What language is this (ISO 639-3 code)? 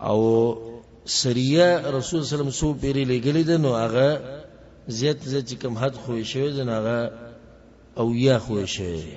pus